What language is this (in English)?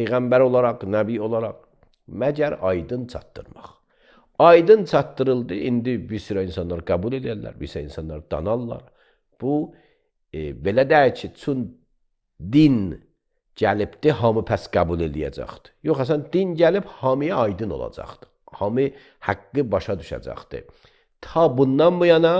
Azerbaijani